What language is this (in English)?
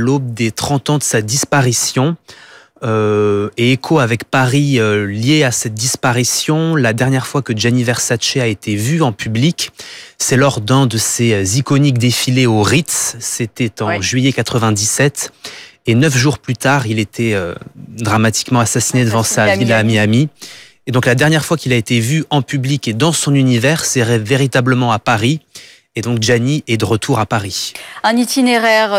French